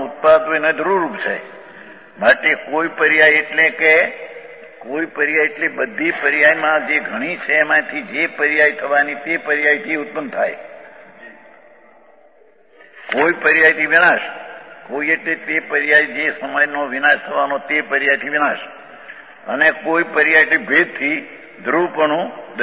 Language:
Gujarati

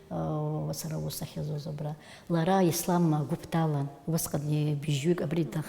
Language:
Abkhazian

